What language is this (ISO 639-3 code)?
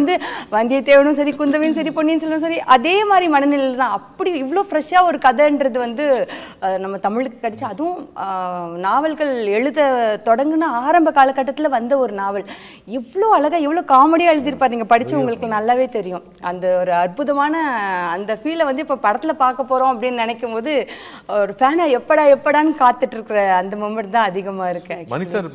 tam